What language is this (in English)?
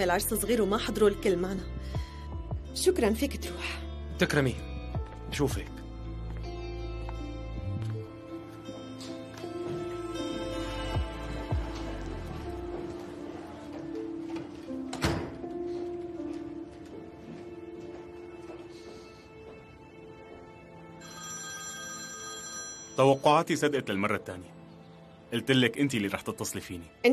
North Levantine Arabic